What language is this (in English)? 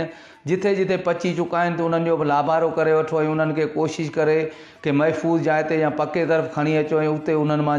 Sindhi